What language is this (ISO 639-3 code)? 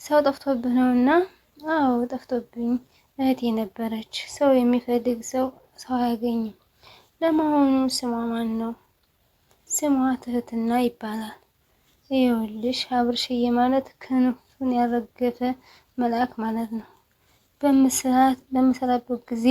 amh